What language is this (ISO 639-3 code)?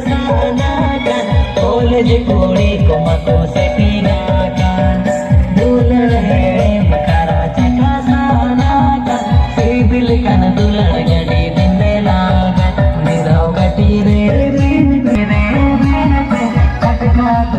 sat